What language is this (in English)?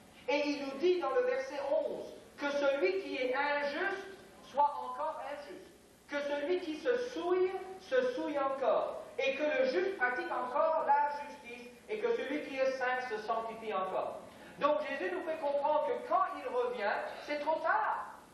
French